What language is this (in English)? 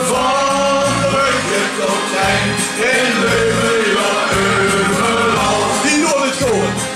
Limburgish